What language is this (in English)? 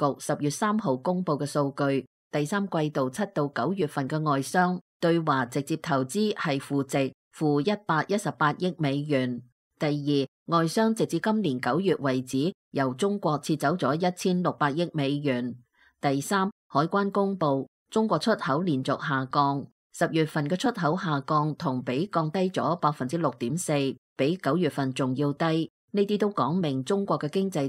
Cantonese